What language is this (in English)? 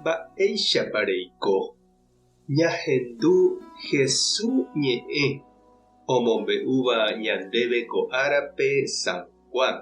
Guarani